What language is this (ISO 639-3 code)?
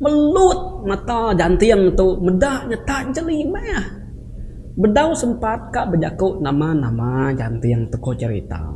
iba